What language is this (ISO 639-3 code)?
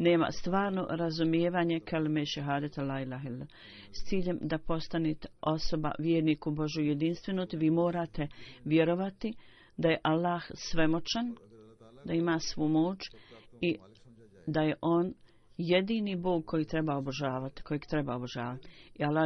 bos